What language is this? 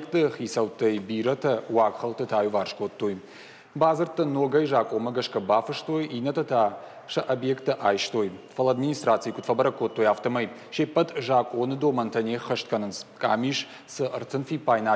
Ossetic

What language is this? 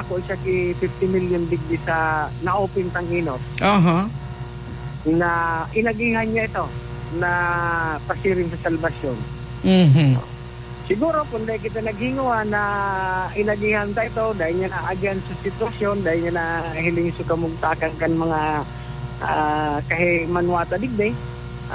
Bikol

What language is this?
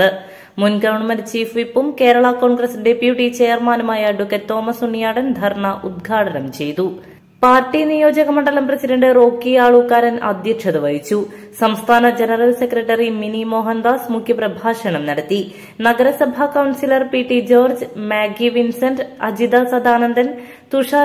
Malayalam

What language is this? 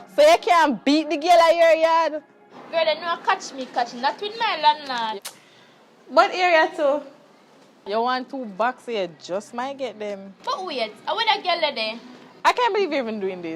Jamaican Creole English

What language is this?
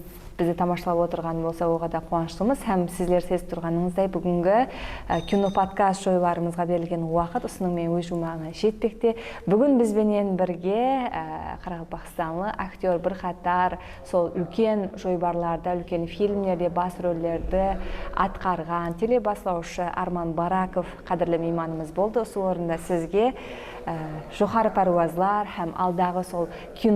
Kara-Kalpak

